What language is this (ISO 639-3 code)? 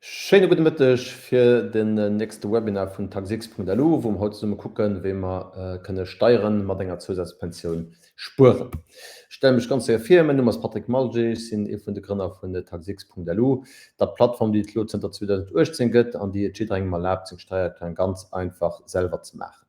ltz